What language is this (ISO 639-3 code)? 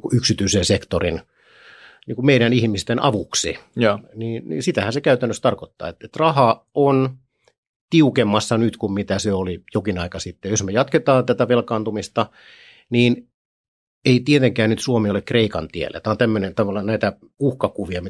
fin